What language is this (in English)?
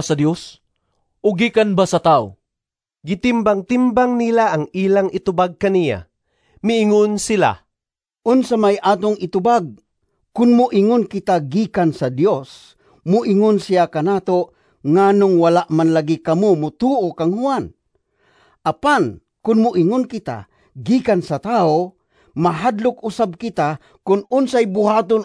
Cebuano